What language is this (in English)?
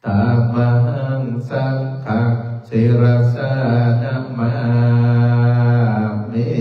Pali